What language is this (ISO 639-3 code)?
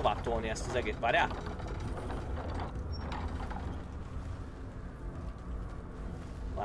hun